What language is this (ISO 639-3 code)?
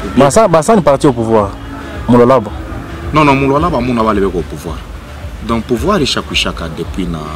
swa